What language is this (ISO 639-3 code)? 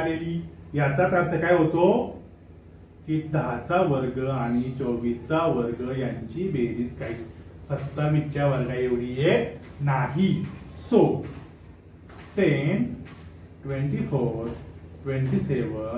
mar